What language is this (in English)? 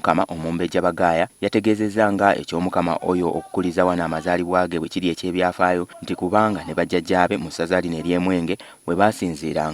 Ganda